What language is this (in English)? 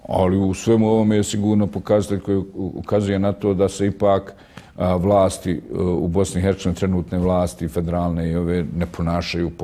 Bosnian